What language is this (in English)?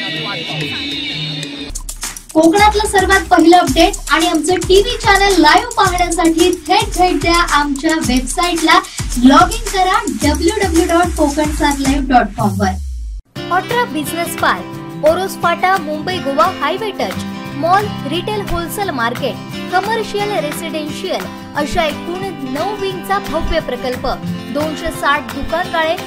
Marathi